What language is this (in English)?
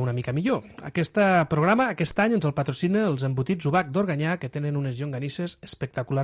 Catalan